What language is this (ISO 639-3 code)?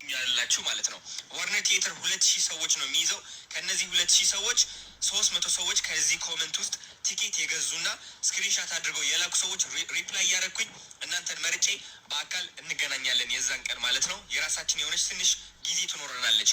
amh